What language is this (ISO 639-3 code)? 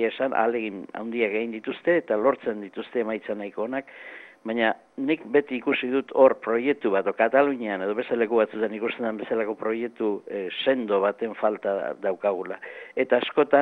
eus